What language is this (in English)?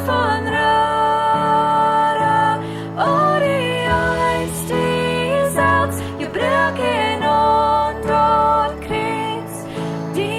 Plautdietsch